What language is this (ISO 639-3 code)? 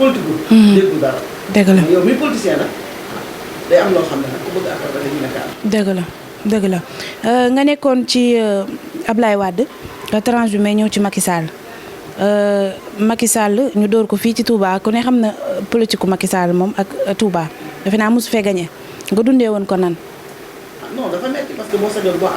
wol